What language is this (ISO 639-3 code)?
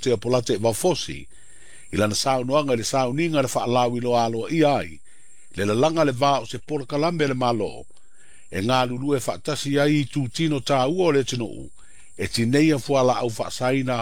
smo